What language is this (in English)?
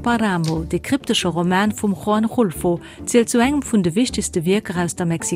Luxembourgish